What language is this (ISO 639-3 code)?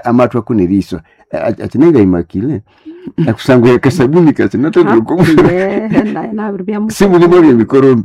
nnb